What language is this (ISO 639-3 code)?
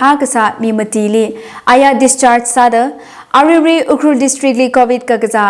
nmf